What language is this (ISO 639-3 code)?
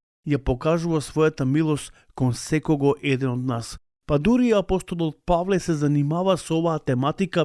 mkd